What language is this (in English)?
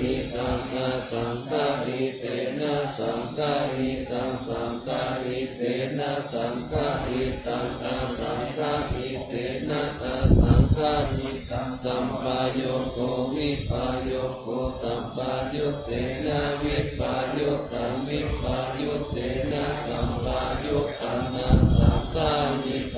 Pali